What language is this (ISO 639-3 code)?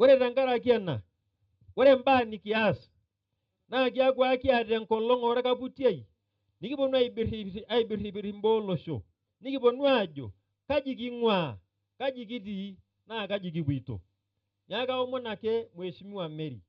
mas